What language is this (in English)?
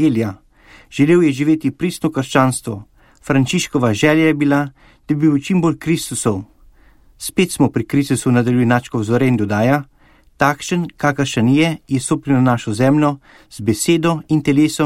Slovenian